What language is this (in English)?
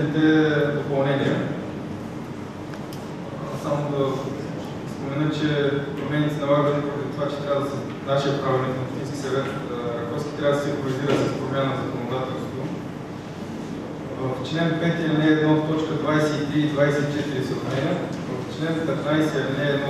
Bulgarian